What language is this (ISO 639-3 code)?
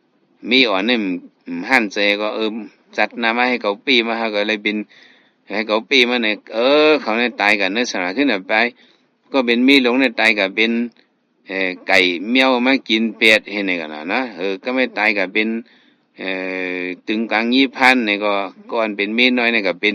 shn